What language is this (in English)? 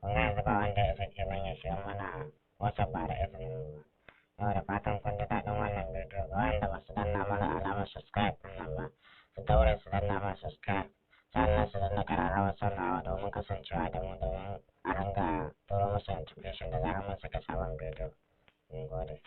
Hausa